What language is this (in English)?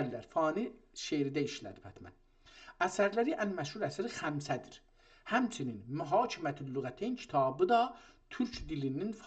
South Azerbaijani